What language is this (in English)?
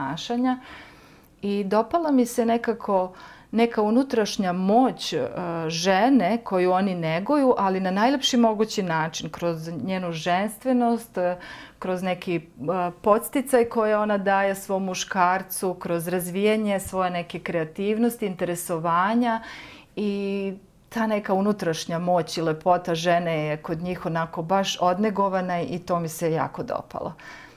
Serbian